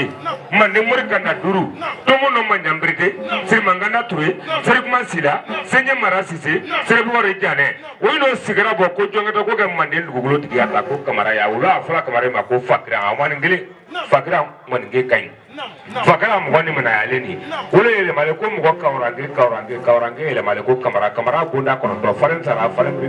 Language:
Bambara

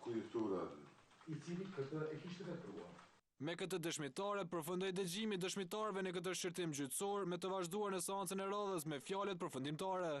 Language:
Albanian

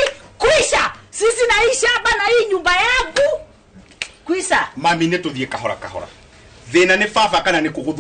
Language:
Kikuyu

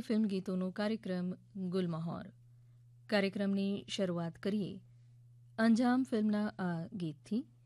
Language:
Gujarati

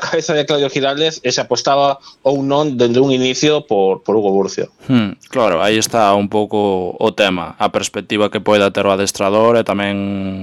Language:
Galician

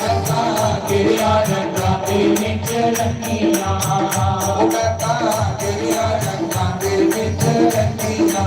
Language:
Dogri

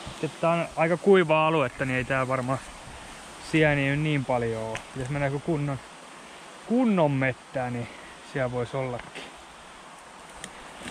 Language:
Finnish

